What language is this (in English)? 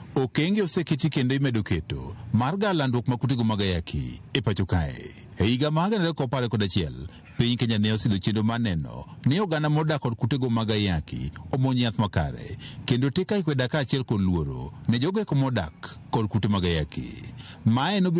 Luo (Kenya and Tanzania)